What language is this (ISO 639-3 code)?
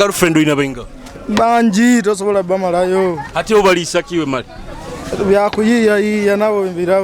nyo